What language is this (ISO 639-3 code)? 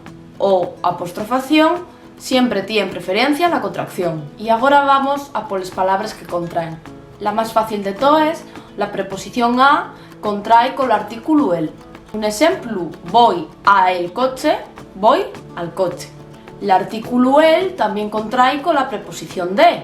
ast